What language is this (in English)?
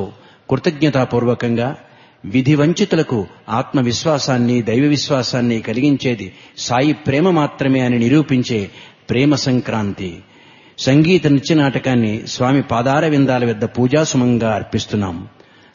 Telugu